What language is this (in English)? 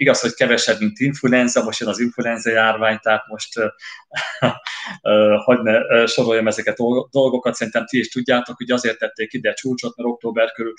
Hungarian